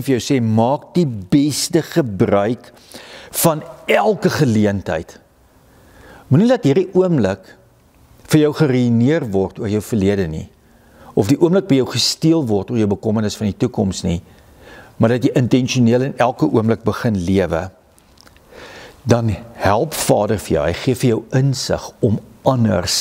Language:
Afrikaans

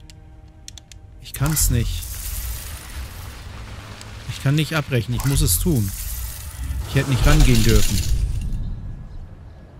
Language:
German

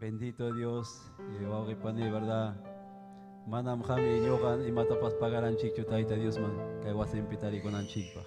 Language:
Ayacucho Quechua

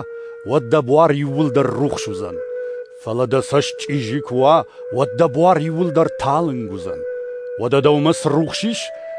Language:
Ossetic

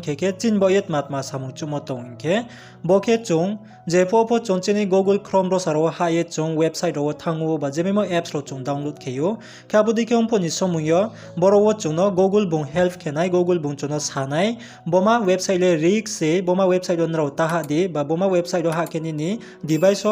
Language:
Riang (India)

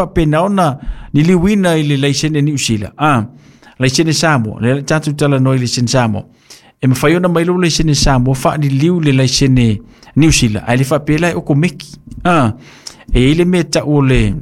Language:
Samoan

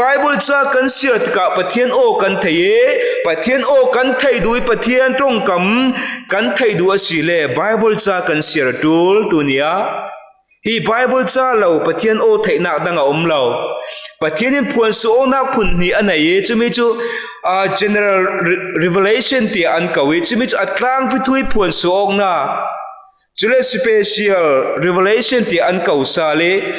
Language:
Falam Chin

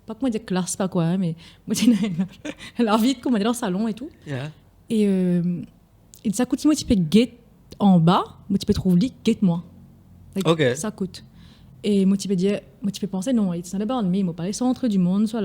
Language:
Morisyen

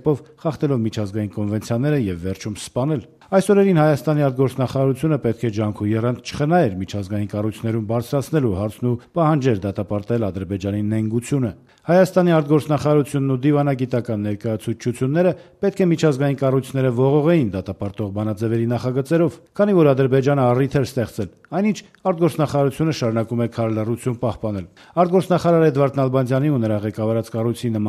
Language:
Armenian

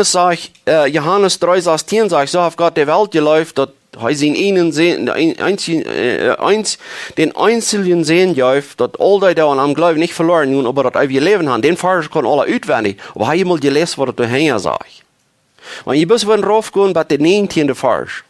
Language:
Plautdietsch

